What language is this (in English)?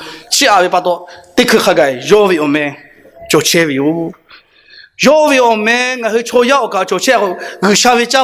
Lahu